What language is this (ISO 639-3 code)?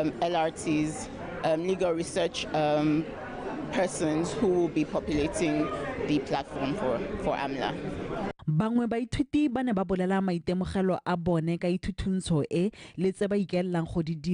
tsn